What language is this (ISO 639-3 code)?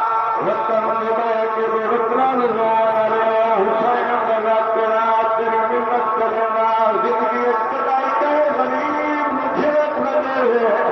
skr